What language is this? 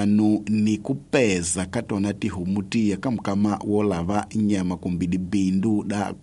Tsonga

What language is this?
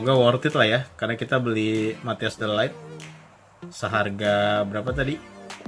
Indonesian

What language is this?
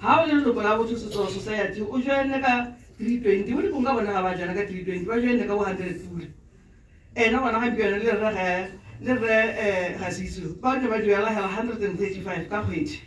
Tswana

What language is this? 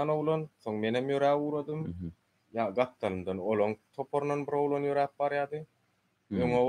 Turkmen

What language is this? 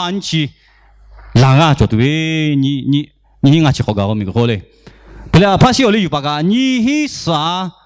Lahu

